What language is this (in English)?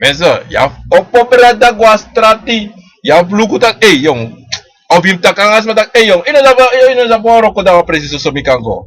Sranan Tongo